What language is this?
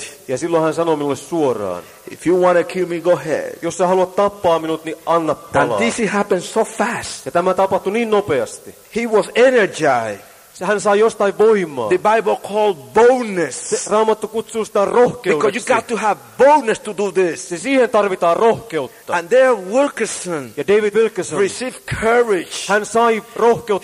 Finnish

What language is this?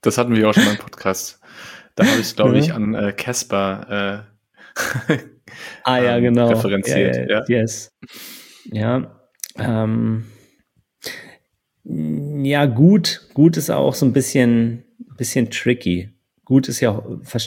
German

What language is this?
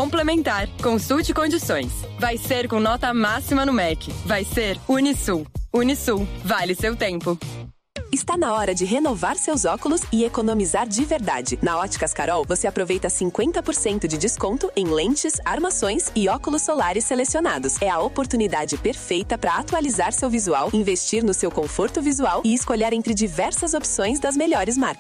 Portuguese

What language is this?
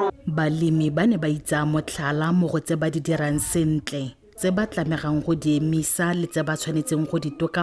Tswana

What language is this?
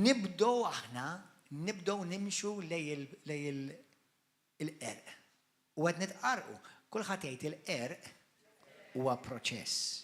Maltese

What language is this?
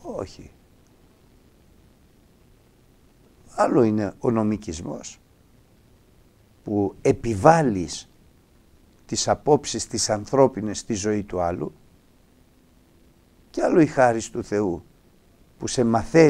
Greek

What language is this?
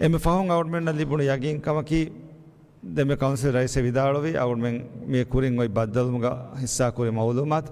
Divehi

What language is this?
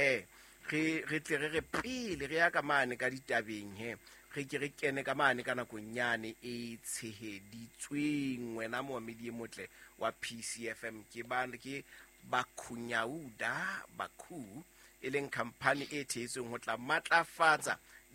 Southern Sotho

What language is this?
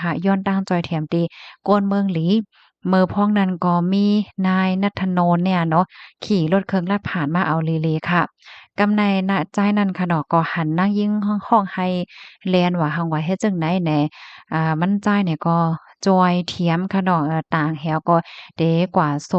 Shan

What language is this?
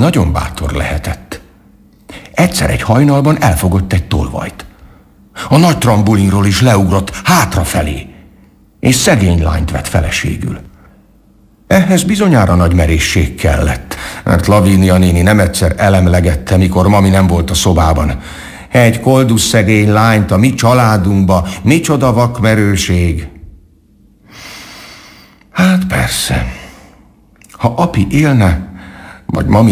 Hungarian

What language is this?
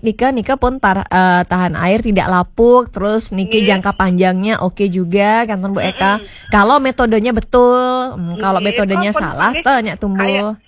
Balinese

